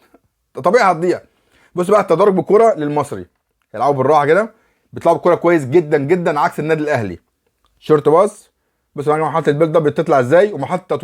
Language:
Egyptian Arabic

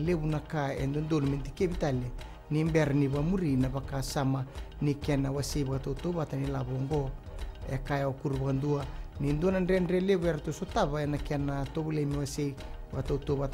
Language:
Fijian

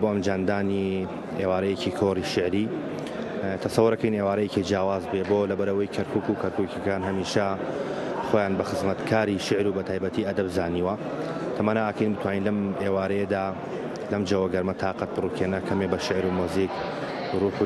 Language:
Central Kurdish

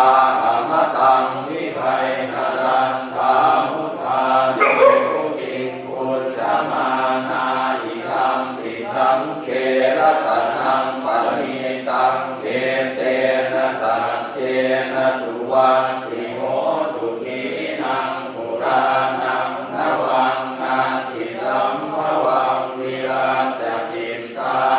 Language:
Pali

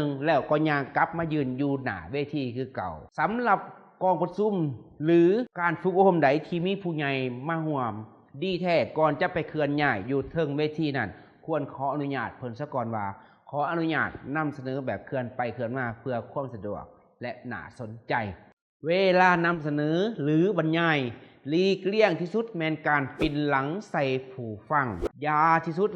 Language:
Lao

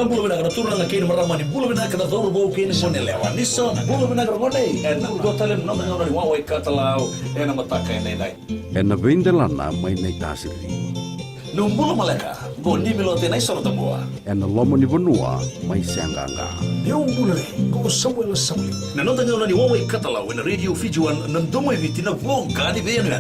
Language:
Fijian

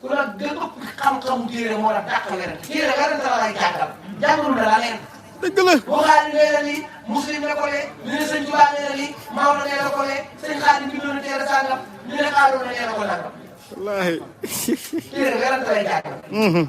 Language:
Wolof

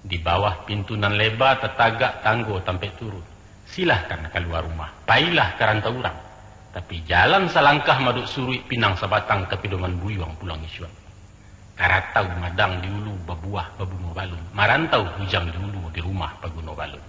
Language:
Minangkabau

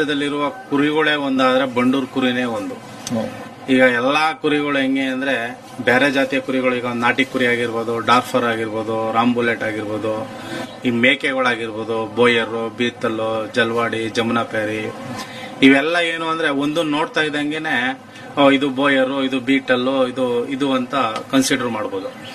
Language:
Kannada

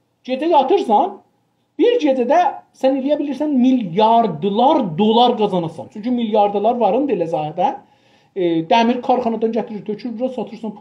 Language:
South Azerbaijani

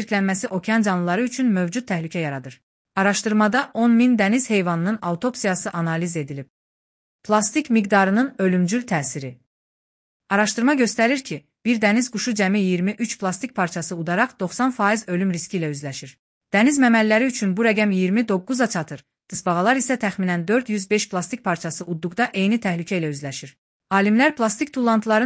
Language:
Azerbaijani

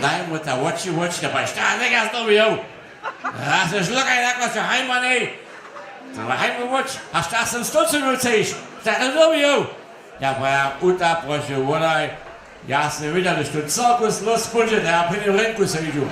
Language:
Upper Sorbian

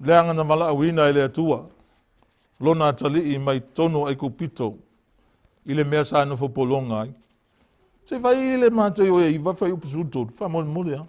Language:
Samoan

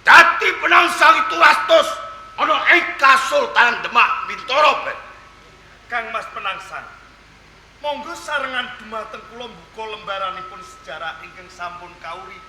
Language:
Javanese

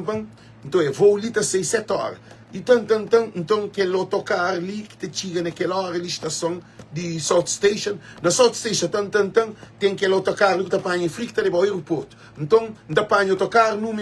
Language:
Kabuverdianu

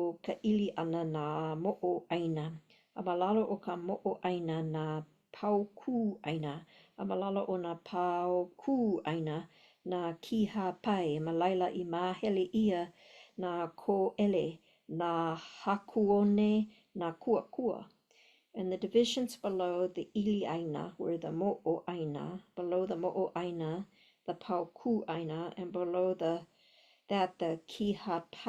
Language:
Hawaiian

